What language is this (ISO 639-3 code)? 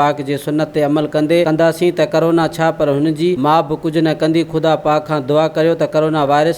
snd